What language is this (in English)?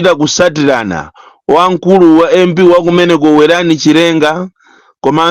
Nyanja